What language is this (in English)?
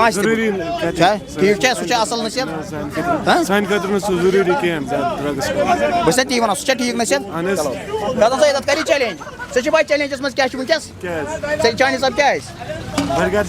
Kashmiri